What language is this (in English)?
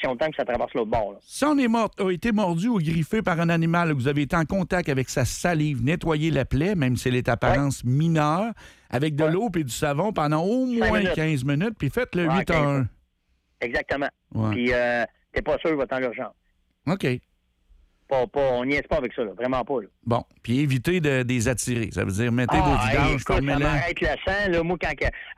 French